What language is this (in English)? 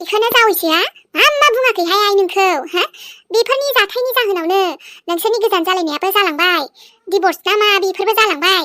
Bodo